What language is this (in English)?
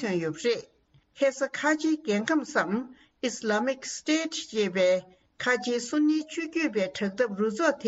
Tibetan